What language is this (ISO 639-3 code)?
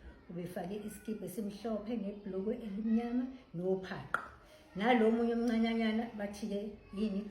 zul